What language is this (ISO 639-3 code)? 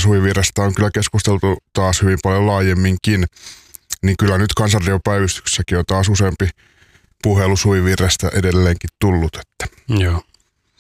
fin